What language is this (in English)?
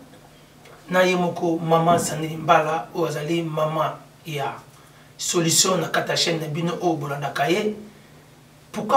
Lingala